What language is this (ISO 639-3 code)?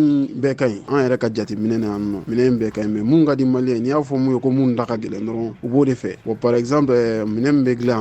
bam